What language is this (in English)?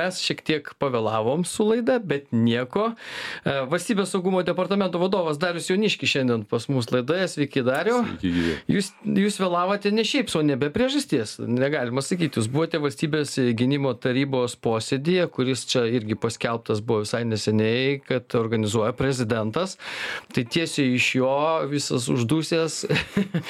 Lithuanian